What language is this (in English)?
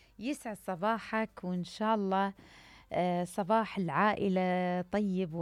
Mesopotamian Arabic